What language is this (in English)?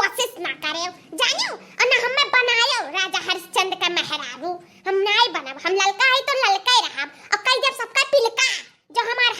Awadhi